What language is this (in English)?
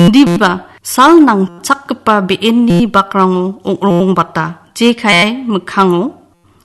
Garo